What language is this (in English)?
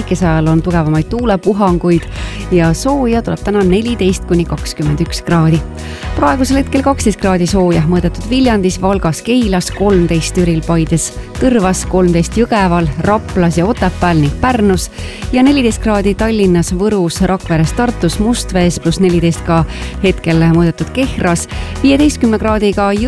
Estonian